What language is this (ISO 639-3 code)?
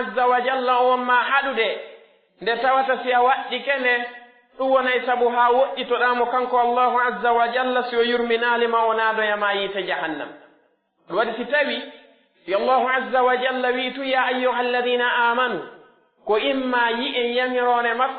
fuf